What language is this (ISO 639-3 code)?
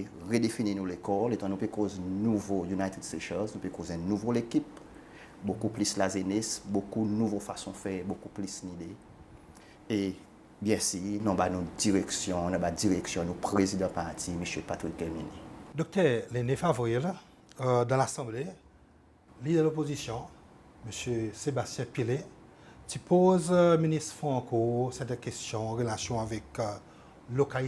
crs